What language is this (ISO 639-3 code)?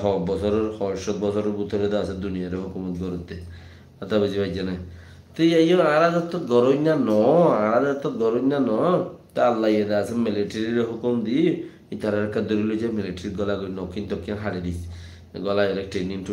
rhg